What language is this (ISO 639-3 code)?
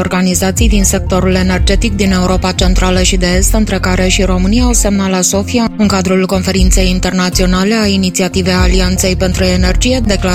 ron